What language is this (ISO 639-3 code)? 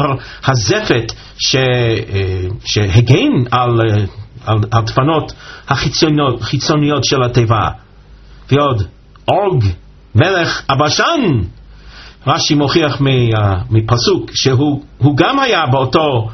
heb